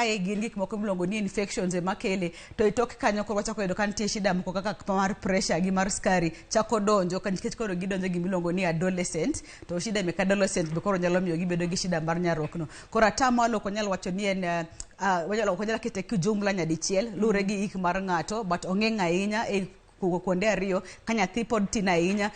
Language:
Luo (Kenya and Tanzania)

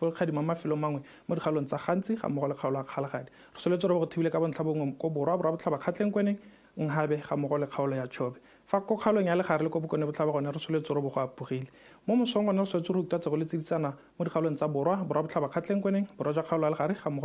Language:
Tswana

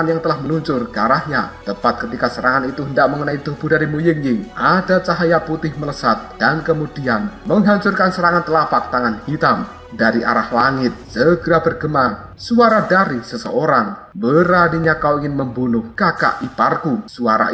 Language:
Indonesian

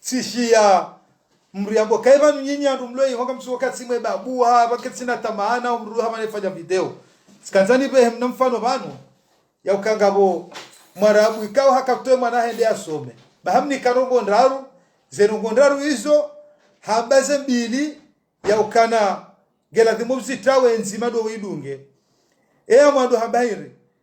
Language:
Ngazidja Comorian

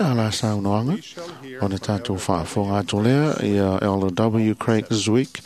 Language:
Samoan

